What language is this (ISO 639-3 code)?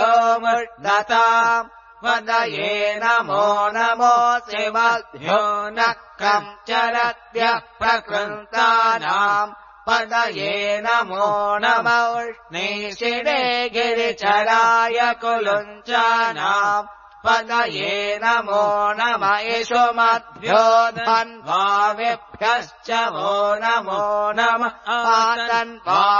san